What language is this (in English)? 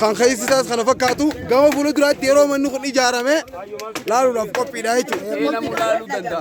Oromo